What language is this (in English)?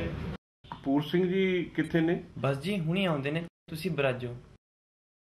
Punjabi